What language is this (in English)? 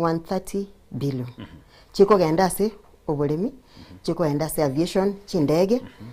Gusii